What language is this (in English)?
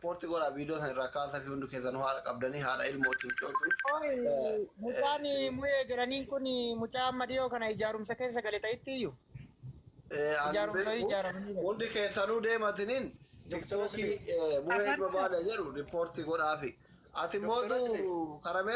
Oromo